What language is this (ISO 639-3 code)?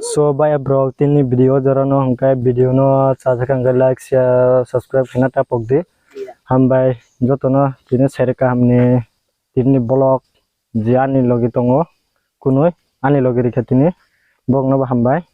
trp